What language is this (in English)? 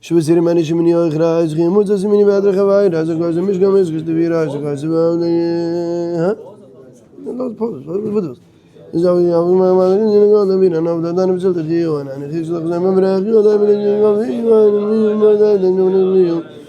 Yiddish